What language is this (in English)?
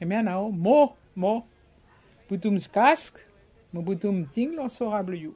Bislama